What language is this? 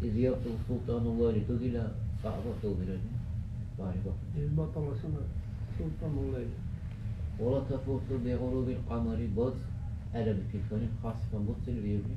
Dargwa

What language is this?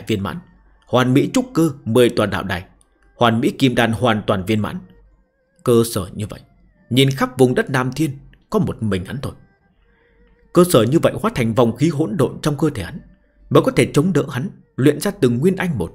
Vietnamese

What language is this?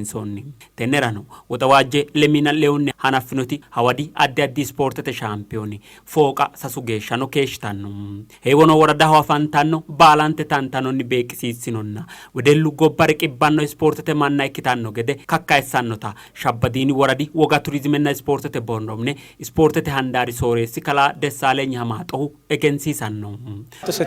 Sidamo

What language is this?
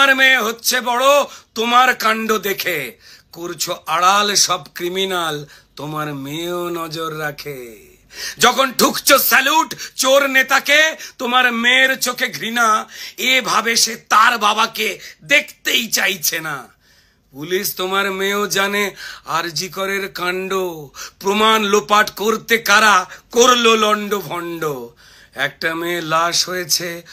Bangla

